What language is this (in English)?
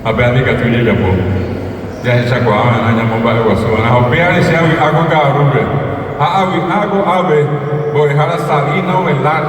Guarani